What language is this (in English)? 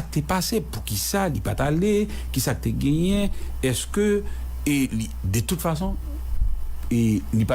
Haitian Creole